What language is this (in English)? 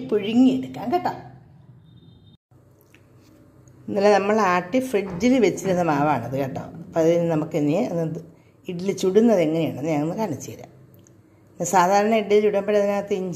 Malayalam